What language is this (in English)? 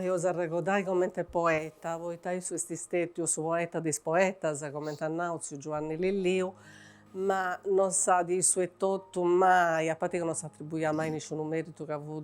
Sardinian